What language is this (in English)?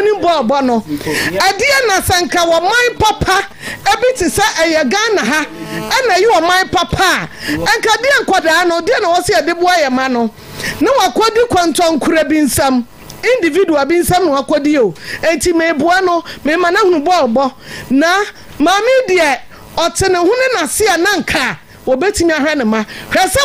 Akan